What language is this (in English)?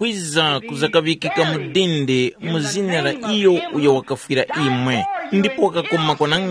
Tumbuka